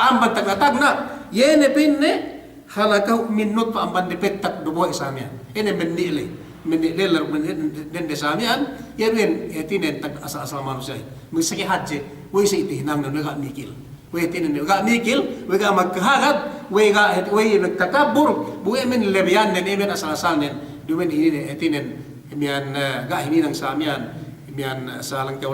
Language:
Yakan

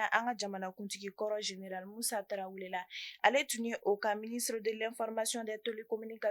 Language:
Bambara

